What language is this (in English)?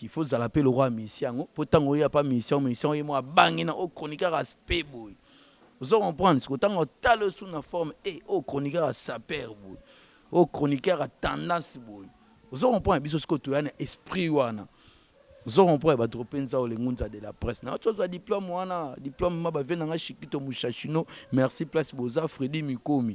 Lingala